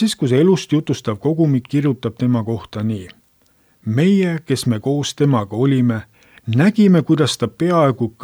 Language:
Estonian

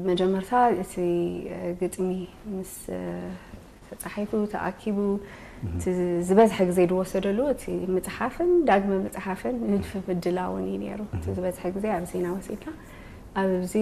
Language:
Tigrinya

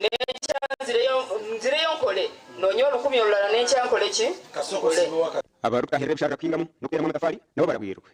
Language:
Nyankole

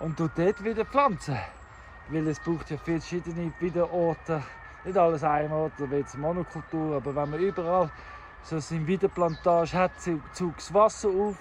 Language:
Swiss German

